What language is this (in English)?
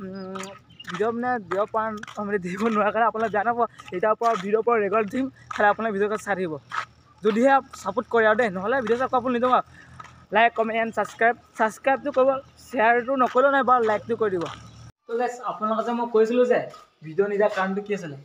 Assamese